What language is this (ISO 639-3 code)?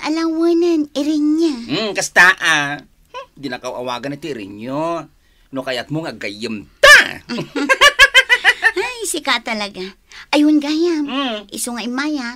ilo